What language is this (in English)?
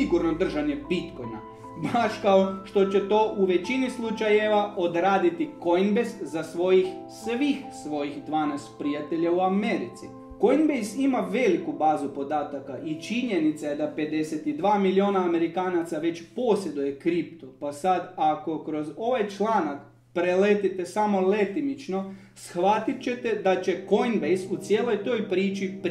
Croatian